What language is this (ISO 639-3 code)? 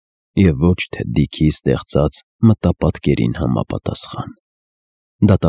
hye